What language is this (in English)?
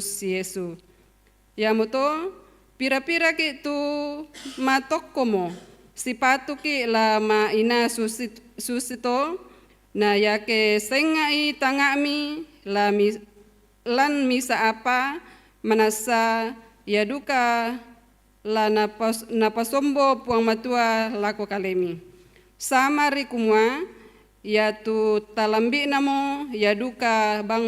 Toraja-Sa'dan